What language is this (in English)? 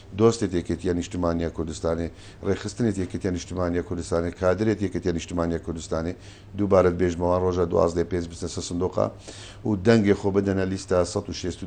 Central Kurdish